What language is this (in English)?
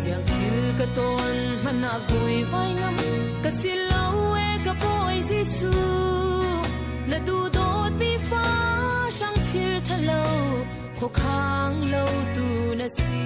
Falam Chin